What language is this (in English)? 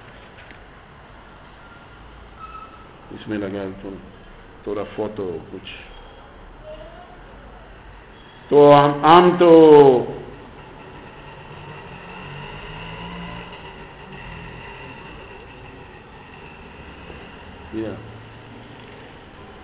Hindi